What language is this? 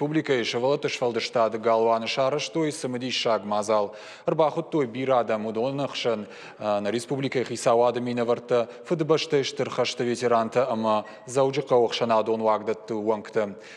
Ossetic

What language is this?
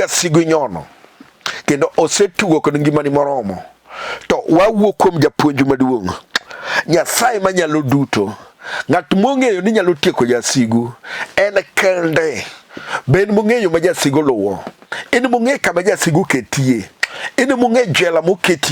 Luo (Kenya and Tanzania)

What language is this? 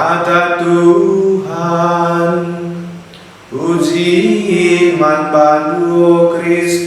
Batak Karo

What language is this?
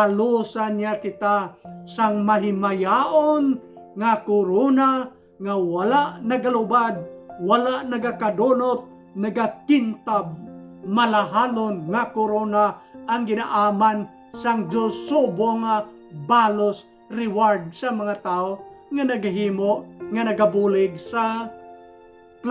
Hiligaynon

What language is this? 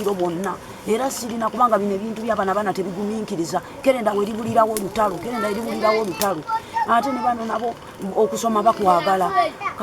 Ganda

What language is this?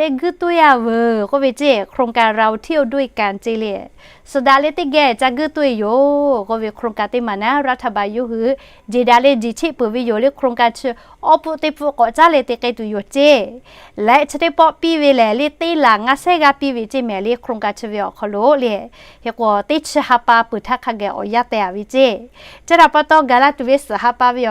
Lahu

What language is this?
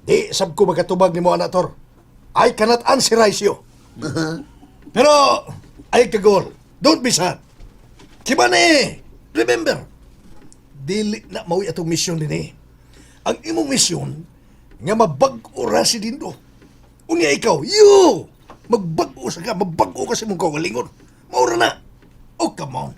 Cebuano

